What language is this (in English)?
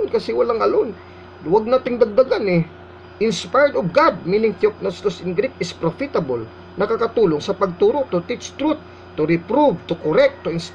Filipino